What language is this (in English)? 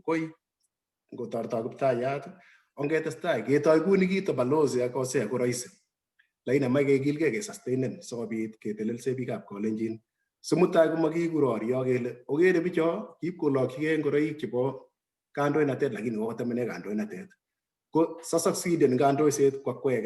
Kalenjin